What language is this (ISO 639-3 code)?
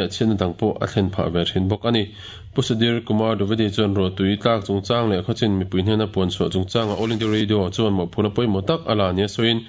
lus